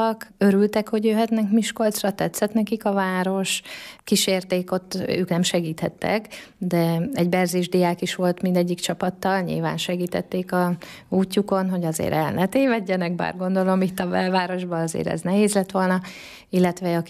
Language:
Hungarian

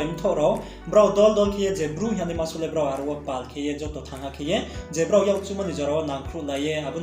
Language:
Riang (India)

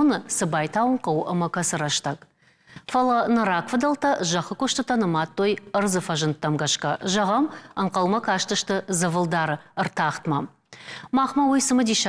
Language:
Ossetic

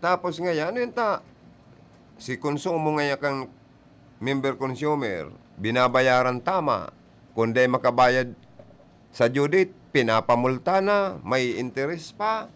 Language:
Bikol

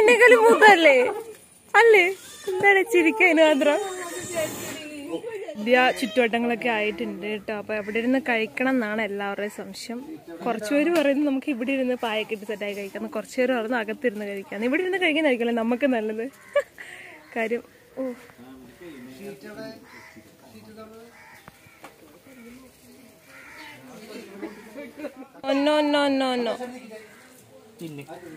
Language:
Malayalam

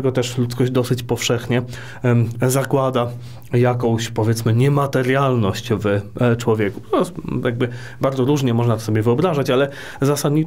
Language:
Polish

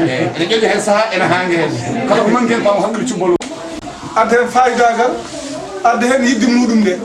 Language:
Fula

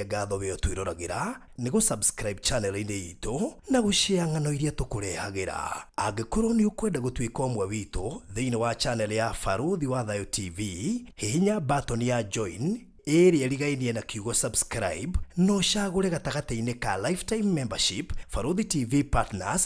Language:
Kikuyu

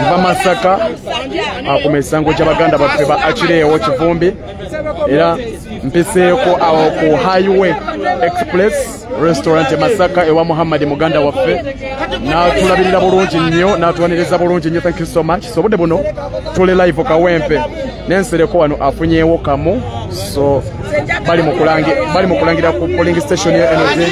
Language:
Ganda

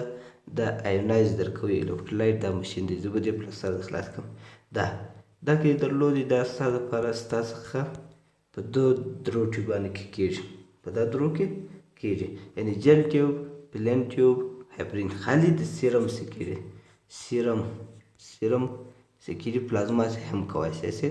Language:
Pashto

